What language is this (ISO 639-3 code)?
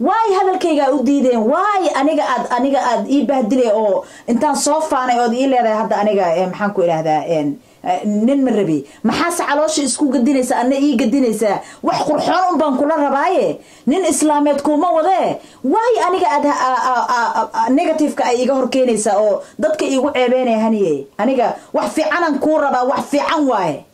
som